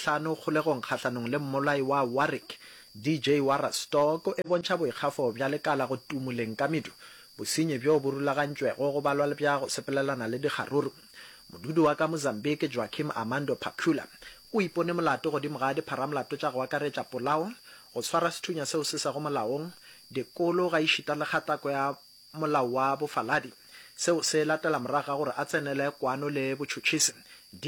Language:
Northern Sotho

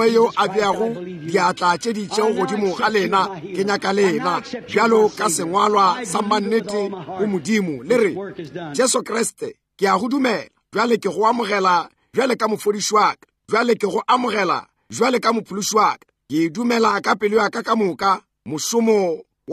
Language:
Northern Sotho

